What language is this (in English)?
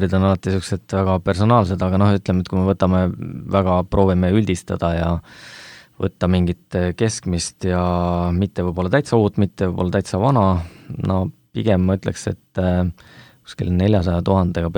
Estonian